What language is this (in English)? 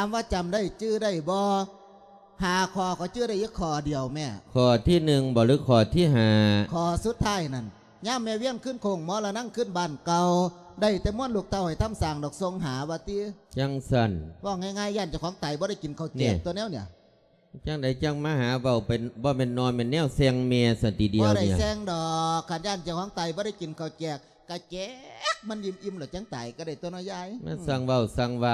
Lao